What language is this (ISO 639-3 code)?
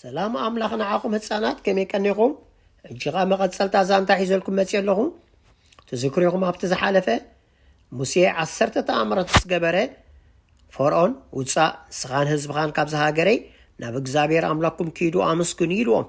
tir